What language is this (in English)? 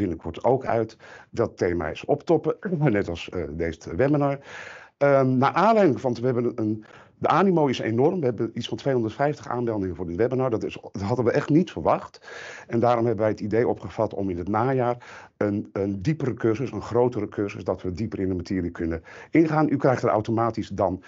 Dutch